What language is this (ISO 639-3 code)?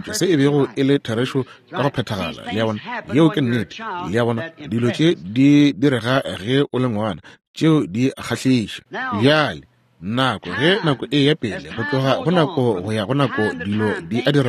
nso